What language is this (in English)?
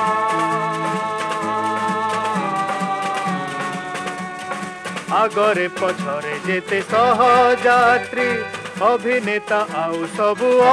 Odia